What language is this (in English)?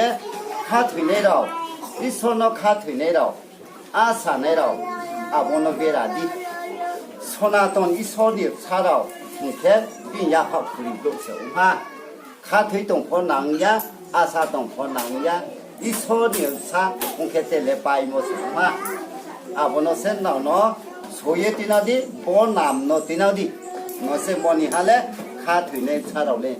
Riang (India)